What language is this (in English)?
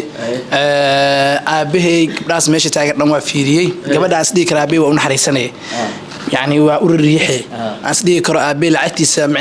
Somali